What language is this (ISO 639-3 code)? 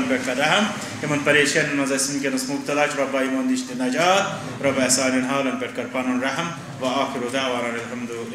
kas